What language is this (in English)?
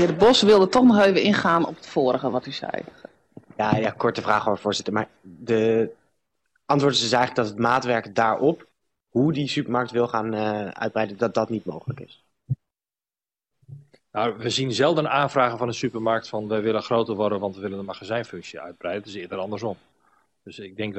Dutch